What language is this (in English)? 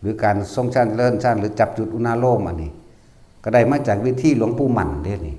Northeastern Thai